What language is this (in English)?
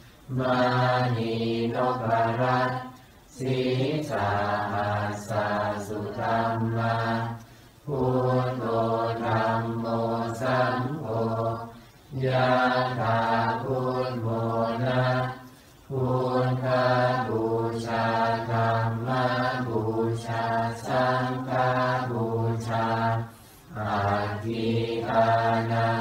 Thai